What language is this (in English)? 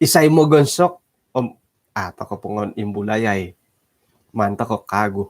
Central Dusun